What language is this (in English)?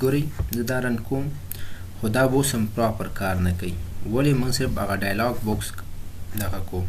Pashto